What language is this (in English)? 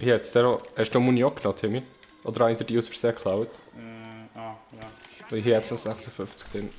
Swiss German